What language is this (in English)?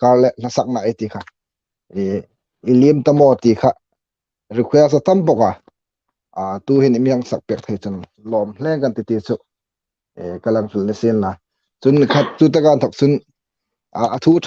Hmar